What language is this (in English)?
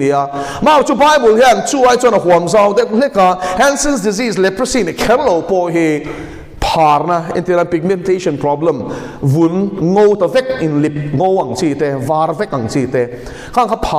Mizo